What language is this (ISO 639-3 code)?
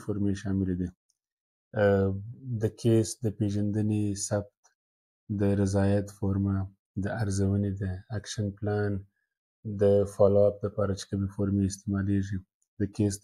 pus